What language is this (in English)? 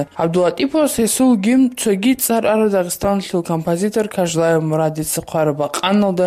Avaric